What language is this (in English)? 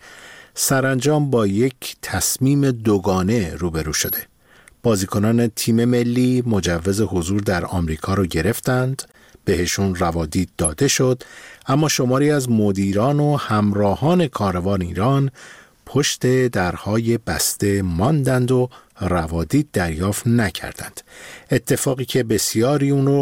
Persian